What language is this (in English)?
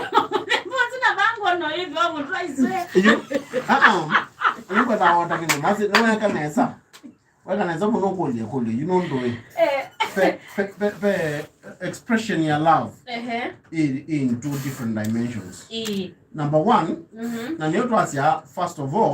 Kamba